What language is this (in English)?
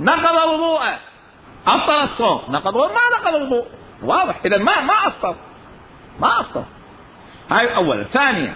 Mesopotamian Arabic